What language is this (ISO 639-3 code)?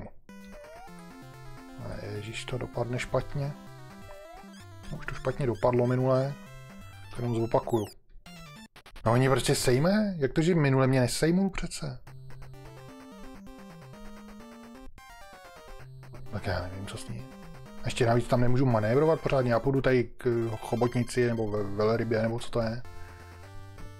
ces